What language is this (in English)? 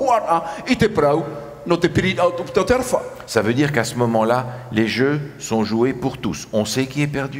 Tahitian